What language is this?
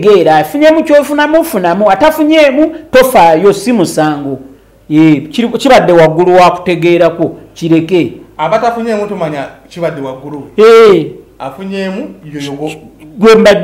Ganda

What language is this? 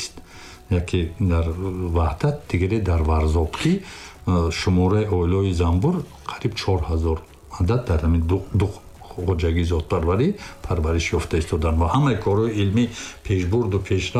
Tajik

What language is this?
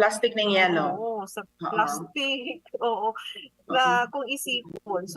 Bikol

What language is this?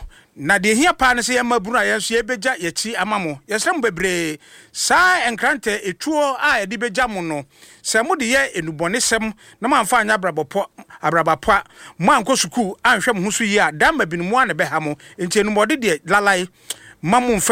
Akan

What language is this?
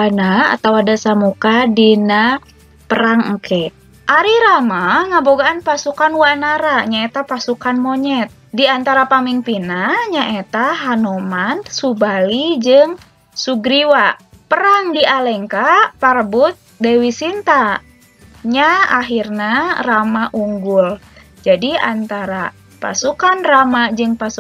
Sundanese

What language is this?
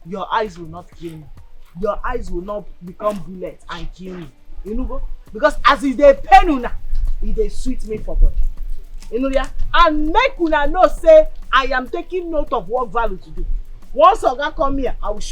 Nigerian Pidgin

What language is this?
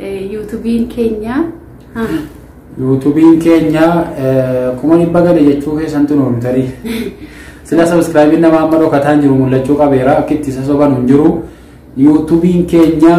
Oromo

